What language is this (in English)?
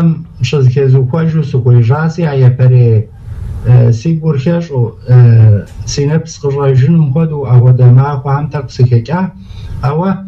Kabardian